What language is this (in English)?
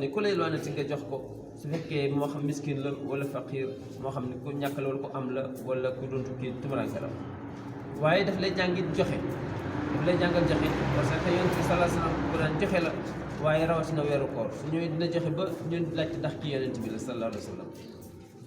Wolof